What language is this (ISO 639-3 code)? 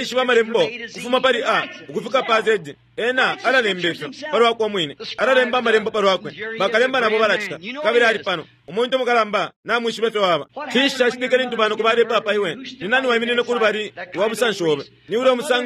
bem